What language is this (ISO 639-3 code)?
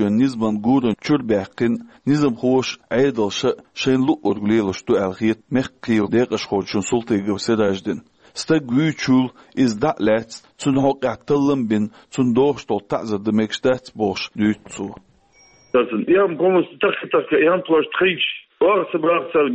che